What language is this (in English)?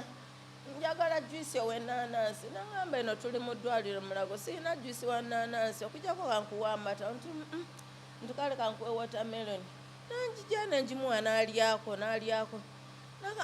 Ganda